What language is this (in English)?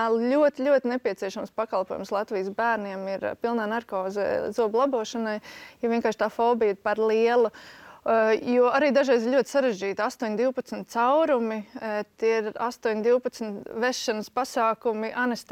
Latvian